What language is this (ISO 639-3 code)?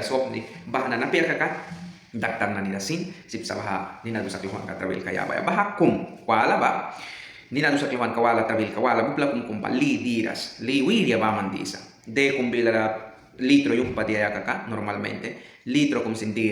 miq